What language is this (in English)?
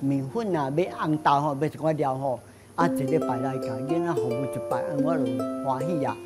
Min Nan Chinese